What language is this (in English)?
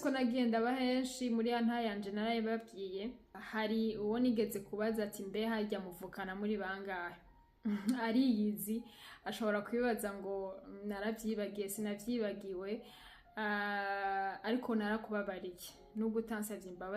Rundi